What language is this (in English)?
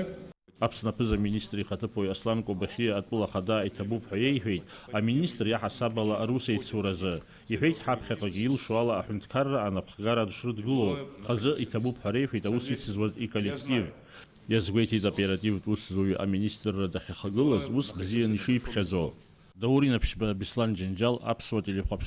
Abkhazian